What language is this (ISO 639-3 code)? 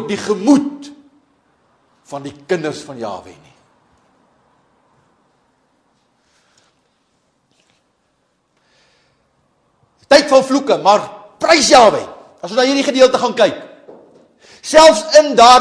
afr